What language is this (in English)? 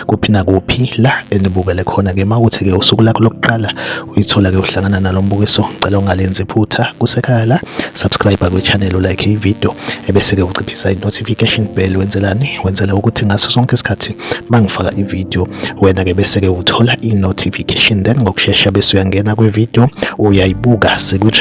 Zulu